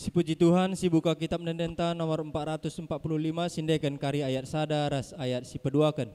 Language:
Batak Karo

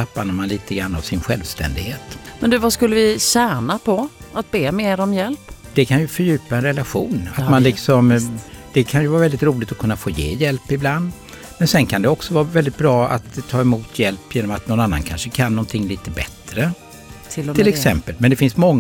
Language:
Swedish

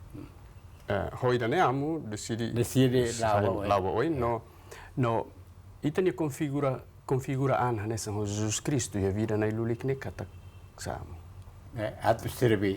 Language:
Tetum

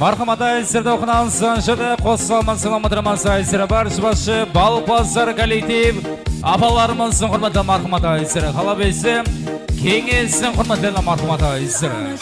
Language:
Kara-Kalpak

